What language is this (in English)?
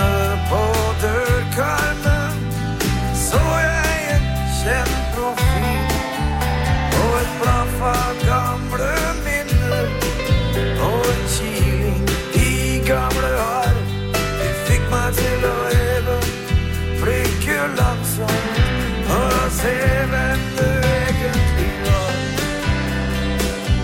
Norwegian